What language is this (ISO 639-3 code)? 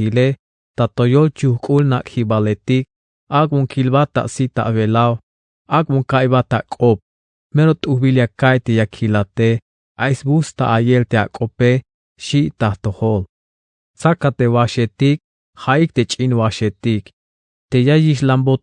tzh